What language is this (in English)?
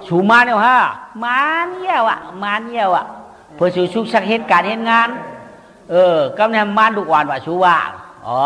Shan